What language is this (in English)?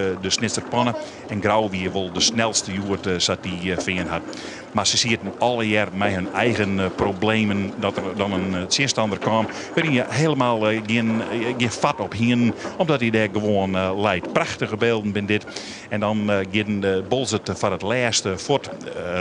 Western Frisian